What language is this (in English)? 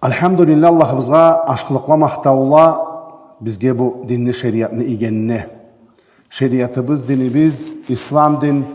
Karachay-Balkar